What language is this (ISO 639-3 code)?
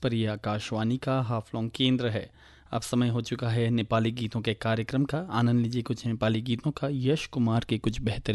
hin